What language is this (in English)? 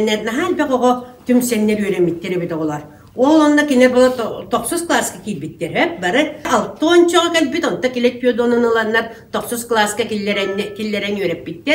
Yakut